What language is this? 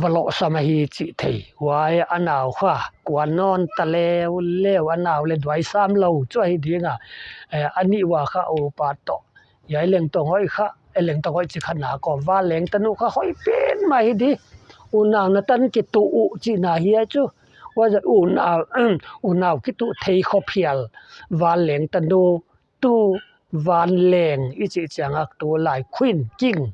Paite Chin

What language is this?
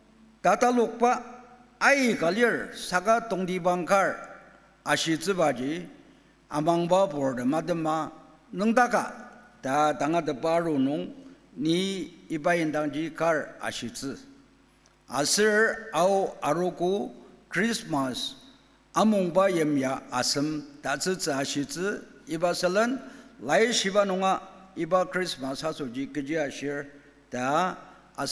Ao Naga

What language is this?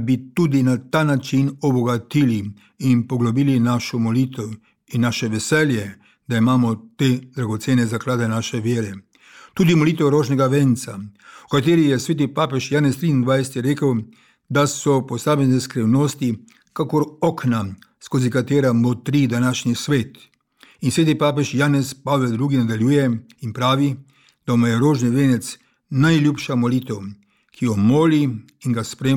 Slovenian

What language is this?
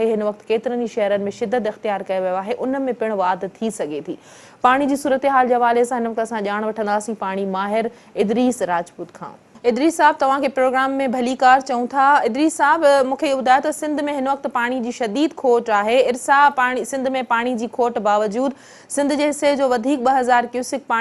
Sindhi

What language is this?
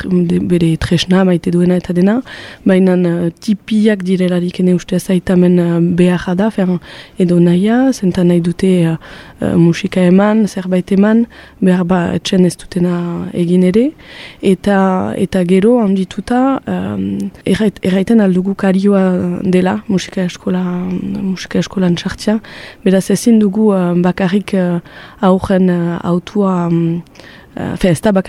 Basque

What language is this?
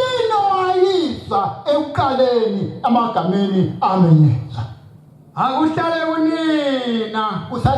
Zulu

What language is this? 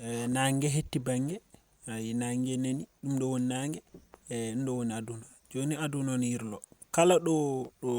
Fula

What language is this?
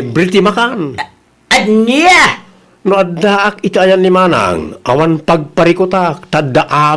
Iloko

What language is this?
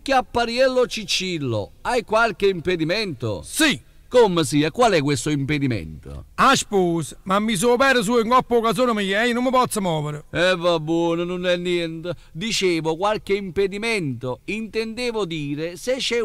Neapolitan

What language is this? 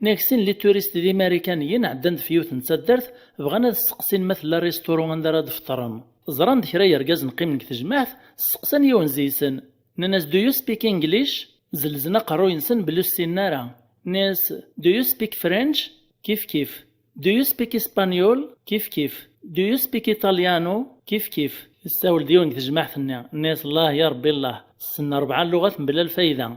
Kabyle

